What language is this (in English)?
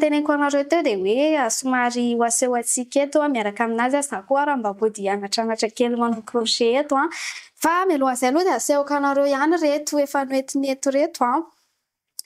Malagasy